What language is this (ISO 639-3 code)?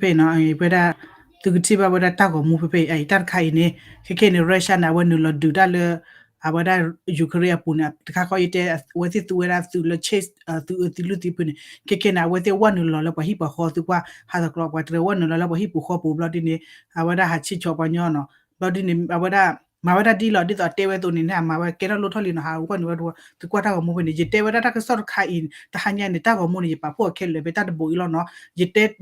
ksw